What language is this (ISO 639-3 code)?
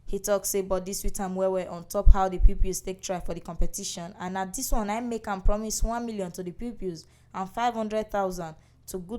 pcm